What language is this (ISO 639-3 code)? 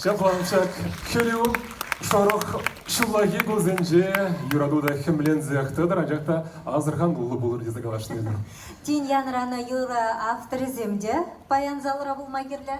chv